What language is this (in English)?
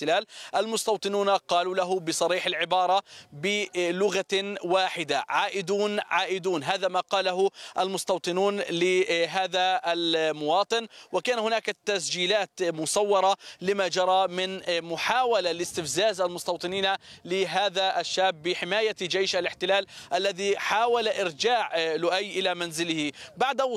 Arabic